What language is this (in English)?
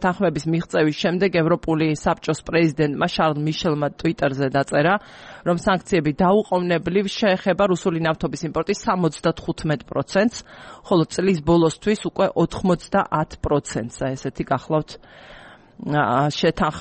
Georgian